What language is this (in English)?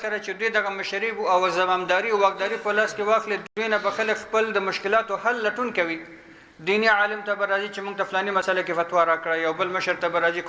Pashto